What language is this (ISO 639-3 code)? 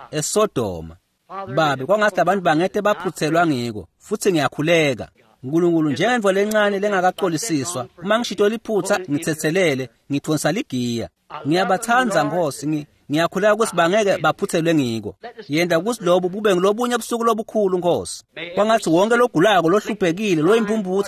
ssw